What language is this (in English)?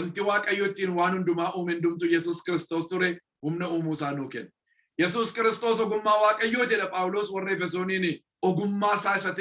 Oromo